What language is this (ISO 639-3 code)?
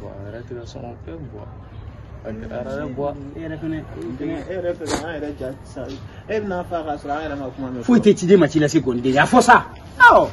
bam